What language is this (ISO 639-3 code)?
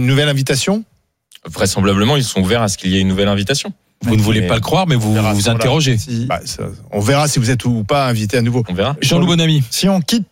fra